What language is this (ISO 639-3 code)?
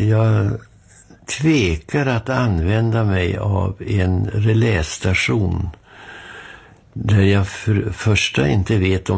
swe